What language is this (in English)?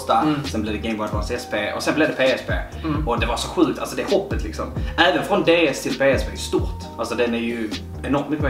Swedish